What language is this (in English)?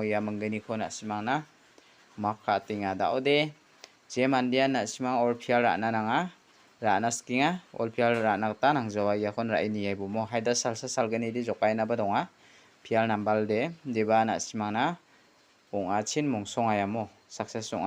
Garo